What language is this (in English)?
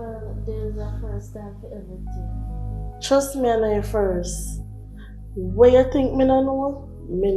Jamaican Creole English